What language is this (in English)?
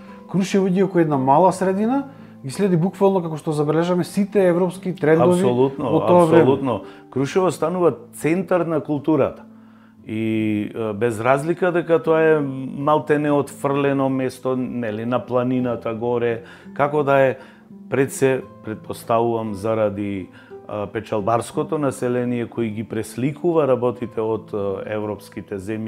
Macedonian